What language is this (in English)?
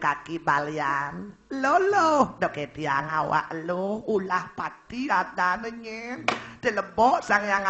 Balinese